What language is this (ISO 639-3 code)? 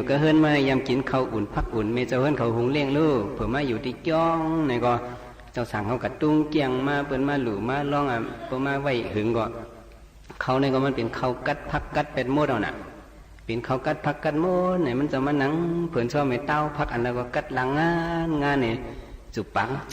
shn